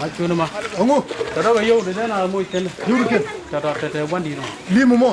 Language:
Nuer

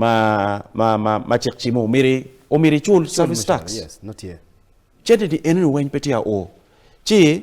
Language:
Acoli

